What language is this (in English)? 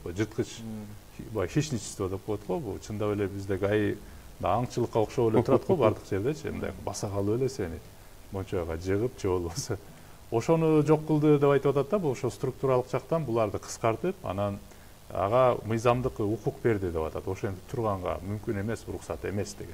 Kyrgyz